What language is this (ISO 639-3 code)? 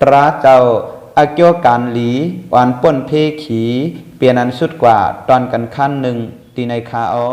shn